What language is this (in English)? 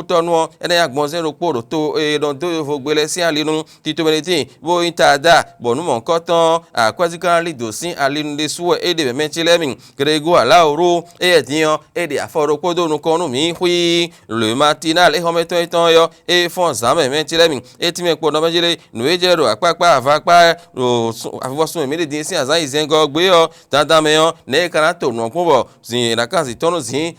Fon